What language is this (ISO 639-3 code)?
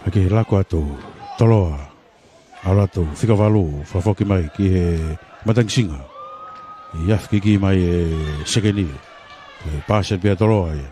ton